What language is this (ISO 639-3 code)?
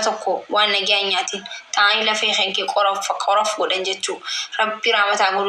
orm